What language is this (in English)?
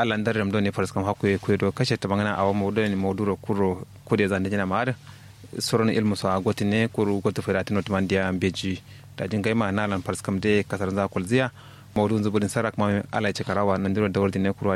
Kanuri